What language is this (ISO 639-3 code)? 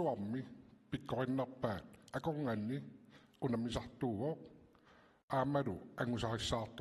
kal